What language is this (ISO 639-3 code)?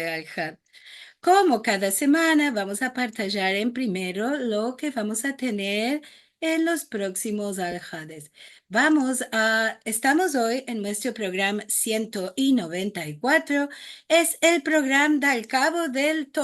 lad